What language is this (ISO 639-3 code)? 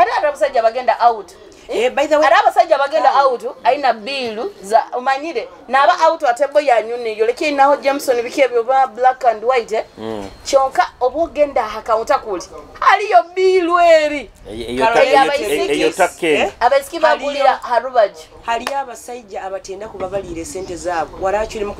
nyo